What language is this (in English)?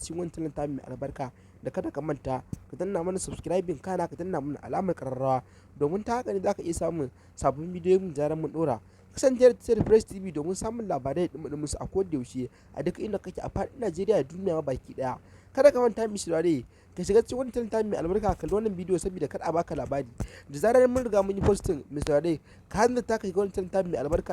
Hausa